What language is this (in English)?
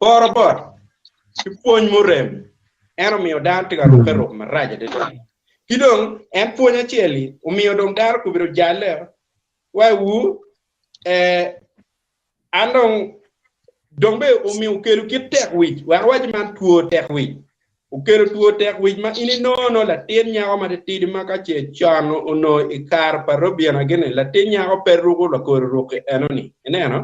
Acoli